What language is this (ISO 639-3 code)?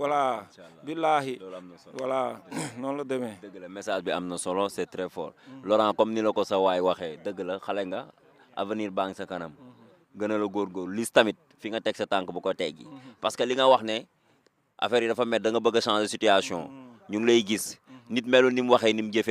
wol